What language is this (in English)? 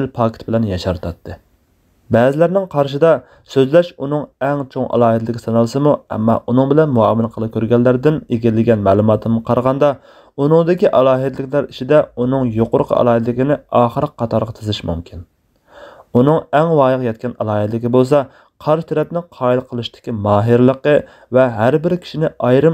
Uyghur